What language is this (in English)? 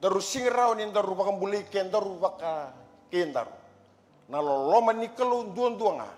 Fijian